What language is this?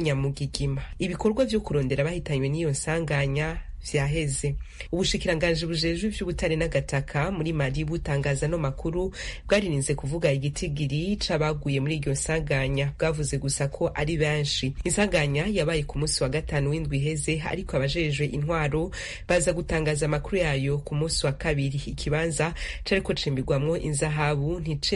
Rundi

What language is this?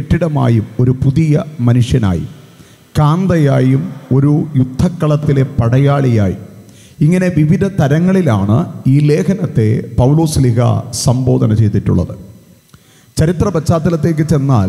Malayalam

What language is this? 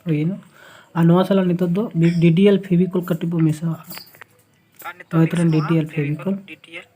Santali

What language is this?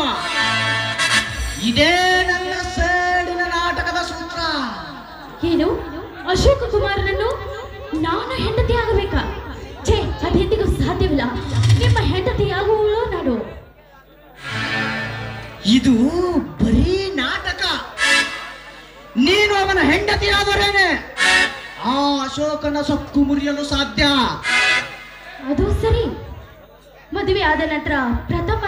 Kannada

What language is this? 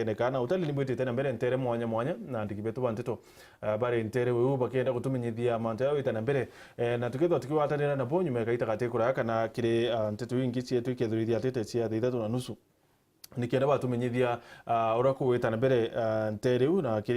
Meru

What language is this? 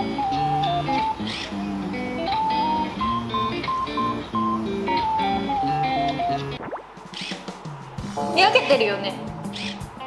Japanese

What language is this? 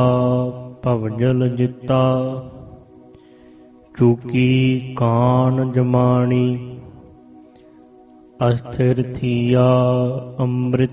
Punjabi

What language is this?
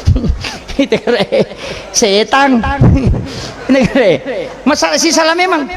Buginese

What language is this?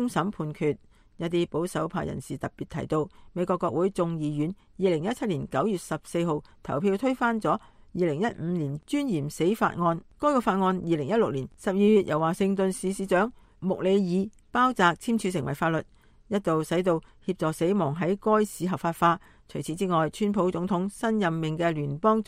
Cantonese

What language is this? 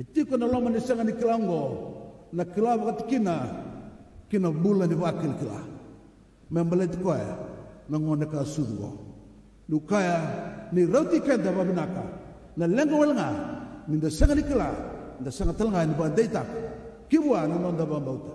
Fijian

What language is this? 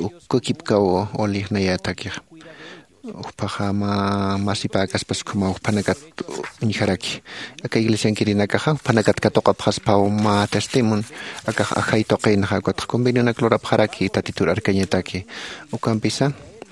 Aymara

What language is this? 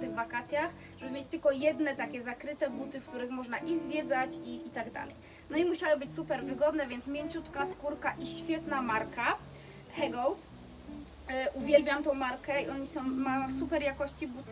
Polish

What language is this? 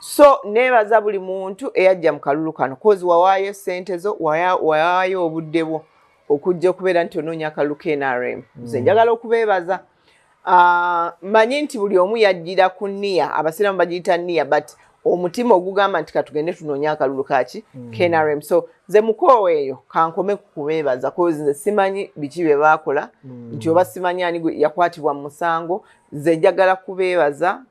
Ganda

